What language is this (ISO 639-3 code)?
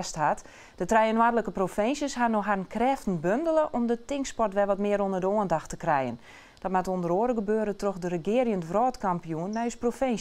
fry